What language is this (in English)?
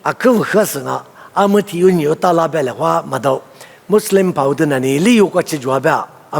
Lisu